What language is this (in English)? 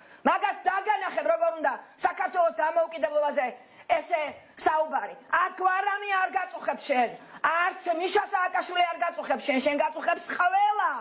Georgian